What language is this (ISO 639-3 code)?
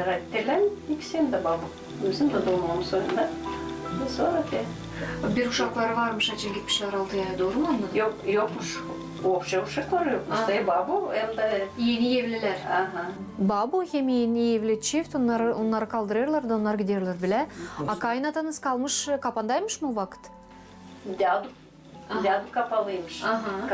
gag